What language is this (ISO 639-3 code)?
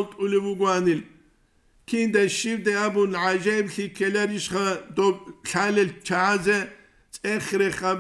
ava